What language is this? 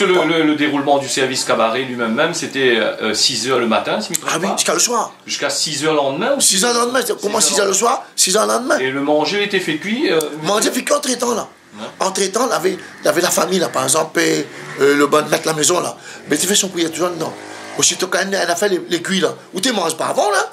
Réunion Creole French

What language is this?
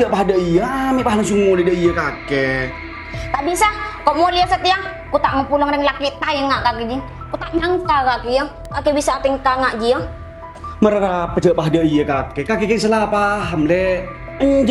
Madurese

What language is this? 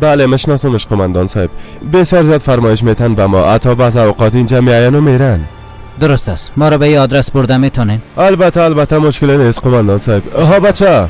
Persian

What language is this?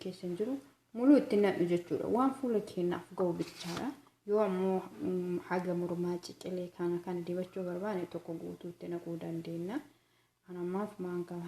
Oromo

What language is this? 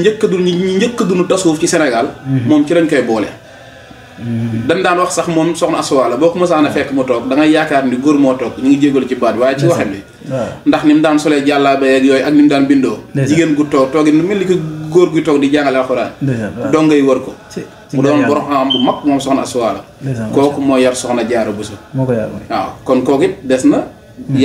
Wolof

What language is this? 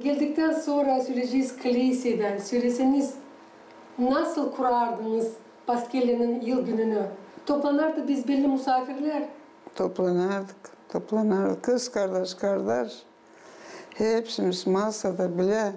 Gagauz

